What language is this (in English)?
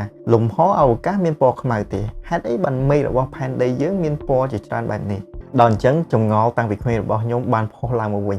Khmer